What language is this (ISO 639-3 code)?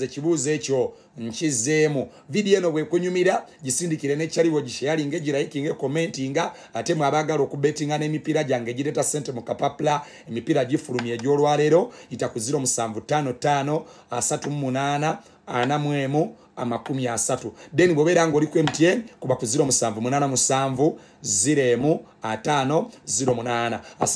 lug